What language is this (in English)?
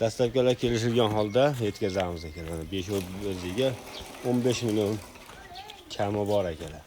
Uzbek